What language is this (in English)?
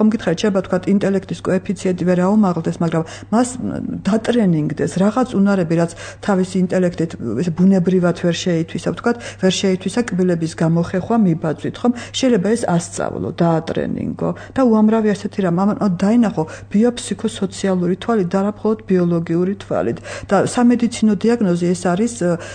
Georgian